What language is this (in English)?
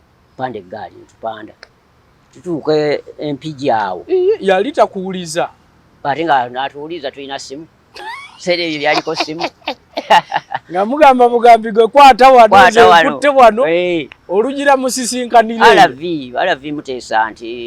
Ganda